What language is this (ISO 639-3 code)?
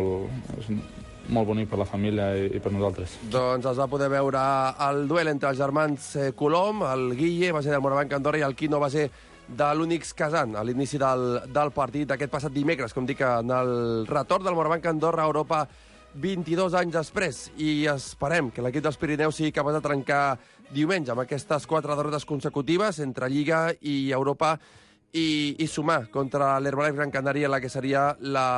cat